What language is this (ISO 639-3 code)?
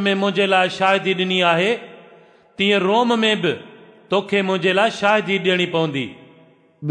snd